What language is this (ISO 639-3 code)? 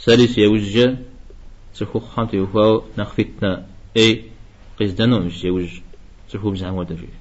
kbd